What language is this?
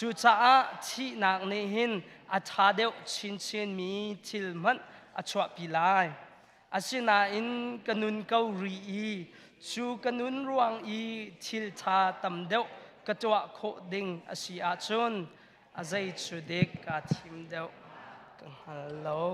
Hakha Chin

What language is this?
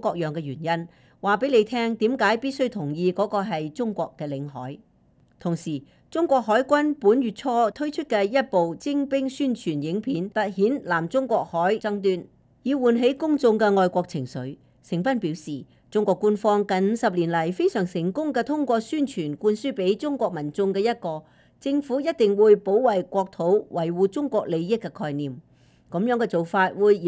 Cantonese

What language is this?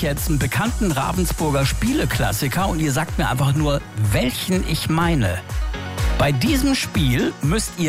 German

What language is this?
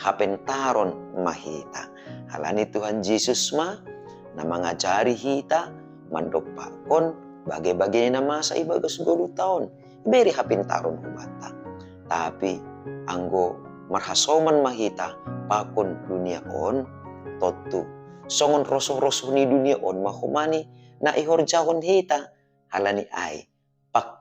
Batak Simalungun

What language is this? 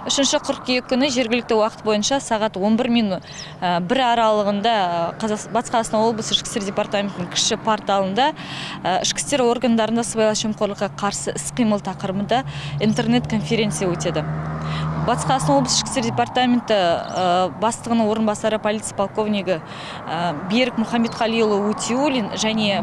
Kazakh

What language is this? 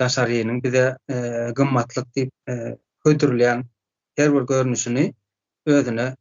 Turkmen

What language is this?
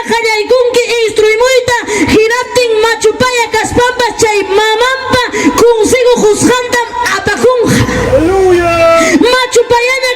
Ayacucho Quechua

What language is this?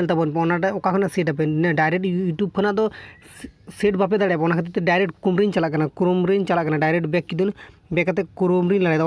Santali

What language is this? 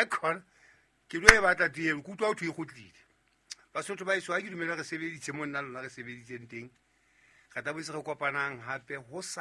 Southern Sotho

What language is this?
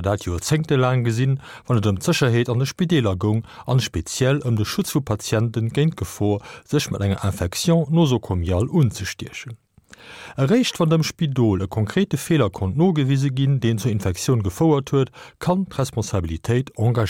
Luxembourgish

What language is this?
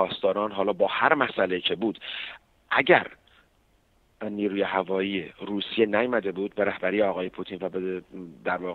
Persian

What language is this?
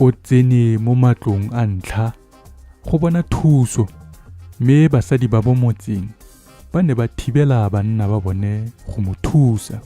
Tswana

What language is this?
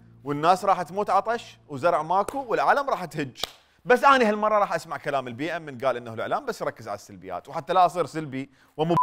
Mesopotamian Arabic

